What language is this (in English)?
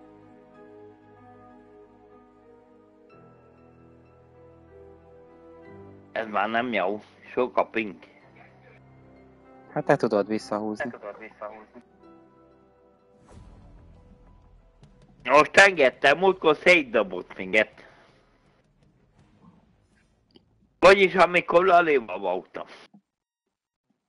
Hungarian